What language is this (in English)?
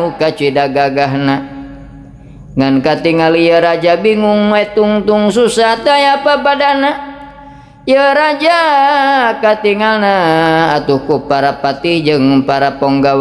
Sundanese